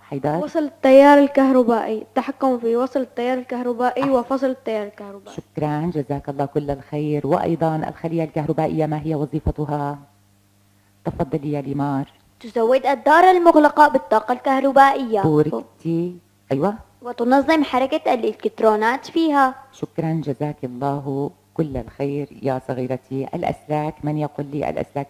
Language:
Arabic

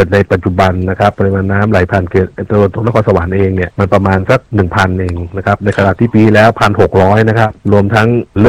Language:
Thai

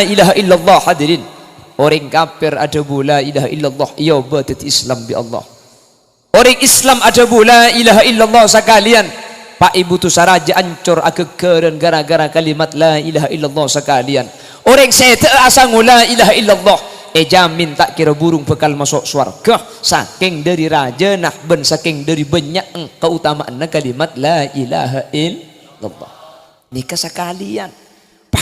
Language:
Madurese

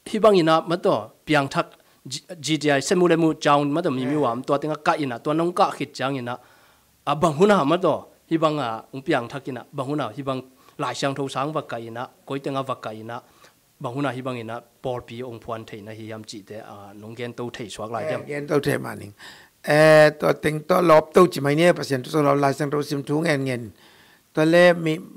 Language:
Tedim Chin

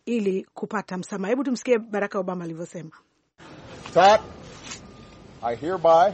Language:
Swahili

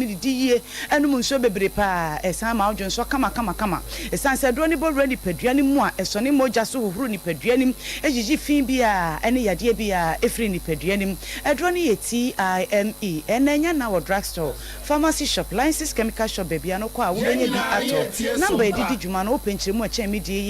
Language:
Akan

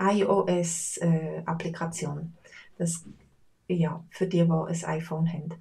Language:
Swiss German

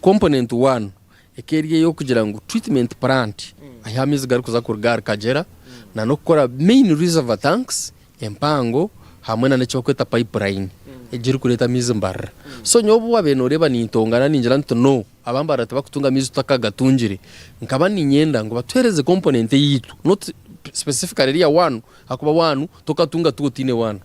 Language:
Nyankole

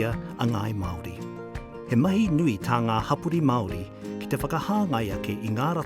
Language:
Māori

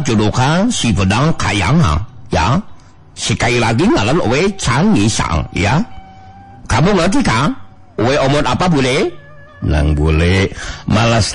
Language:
Sundanese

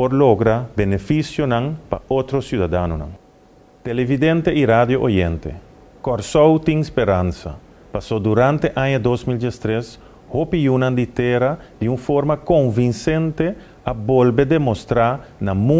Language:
Papiamento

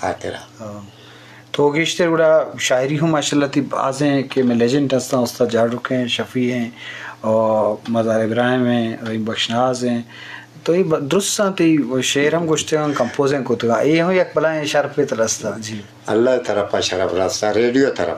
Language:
Eastern Balochi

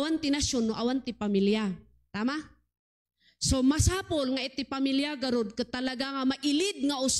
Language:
Iloko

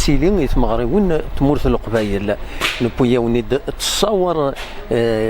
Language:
Kabyle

